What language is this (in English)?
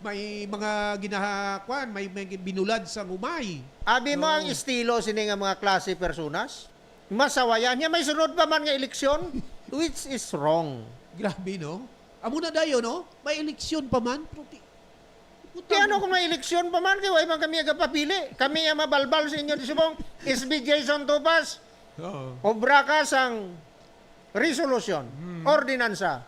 Hiligaynon